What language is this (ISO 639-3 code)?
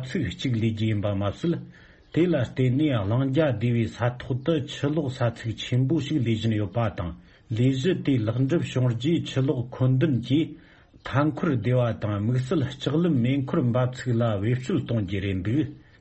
bod